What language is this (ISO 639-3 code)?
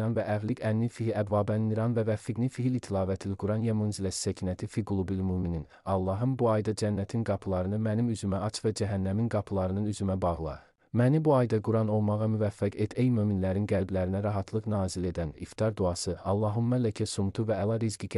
aze